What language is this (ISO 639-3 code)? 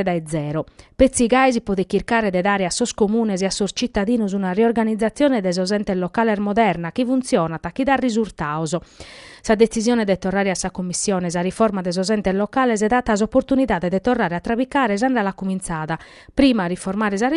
srd